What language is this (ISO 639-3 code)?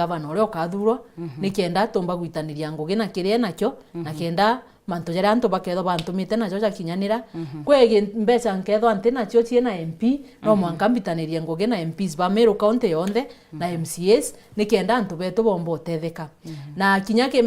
mer